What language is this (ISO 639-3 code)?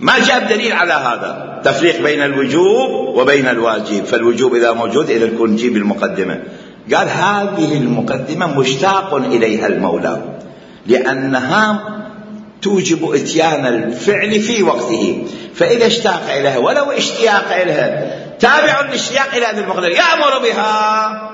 acm